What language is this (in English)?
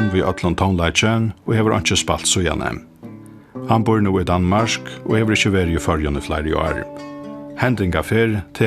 Faroese